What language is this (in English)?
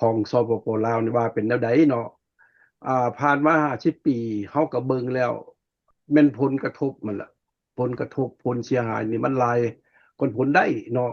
Lao